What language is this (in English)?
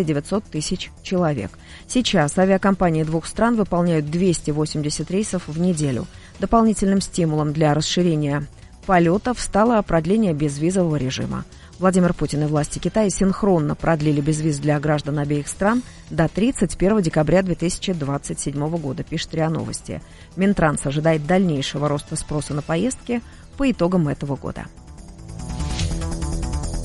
Russian